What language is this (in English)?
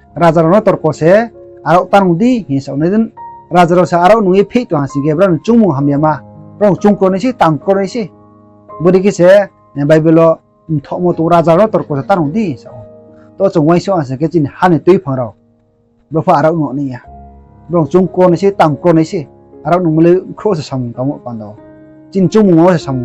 Riang (India)